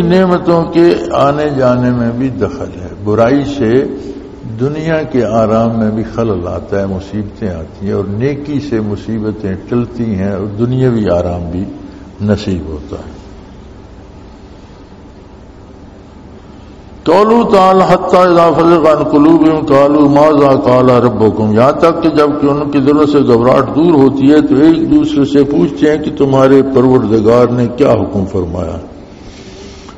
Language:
Urdu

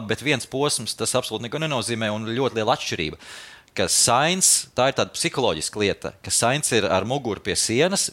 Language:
Latvian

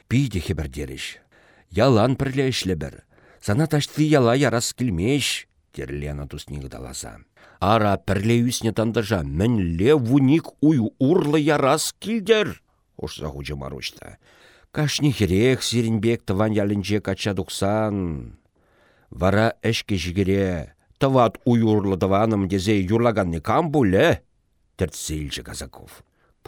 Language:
Chuvash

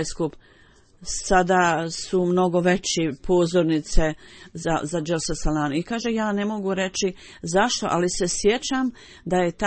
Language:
Bosnian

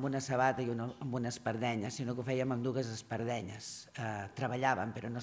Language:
Catalan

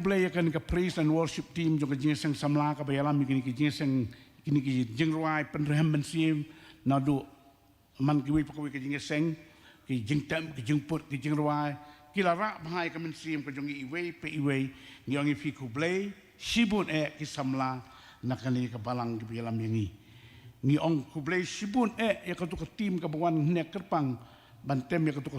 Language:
Khasi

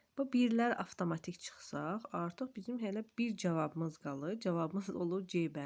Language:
Azerbaijani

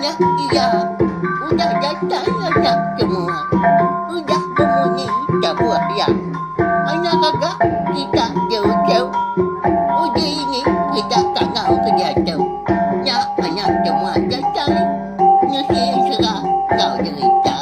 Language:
Iban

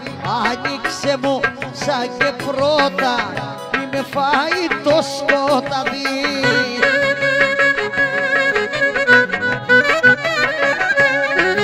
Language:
Greek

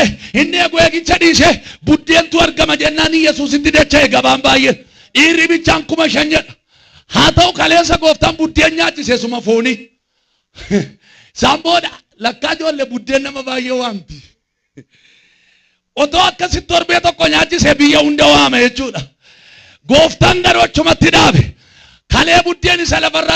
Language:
Oromo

